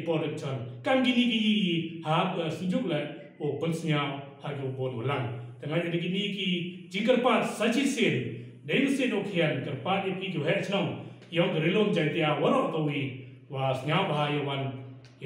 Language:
Pnar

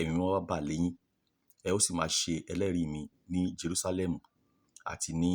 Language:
Yoruba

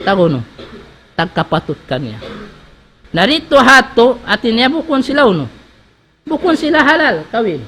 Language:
Tausug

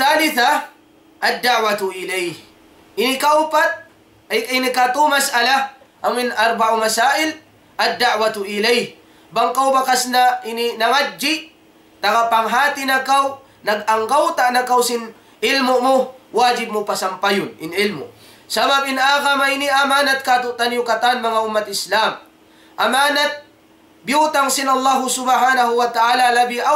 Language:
Tausug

